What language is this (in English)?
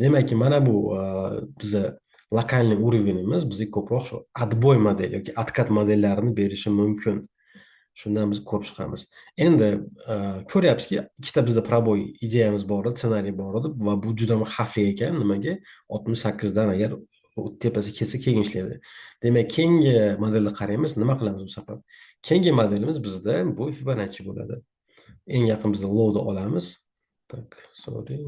Uzbek